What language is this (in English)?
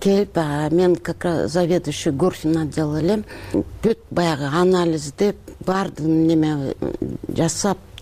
Kyrgyz